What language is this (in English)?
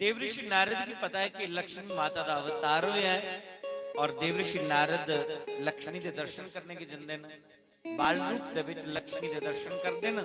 Dogri